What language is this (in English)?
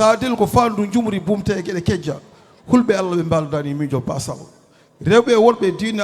Fula